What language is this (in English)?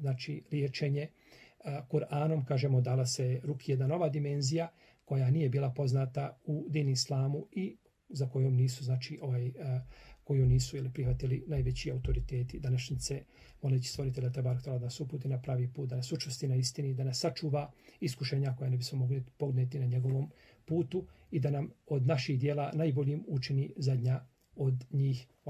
Bosnian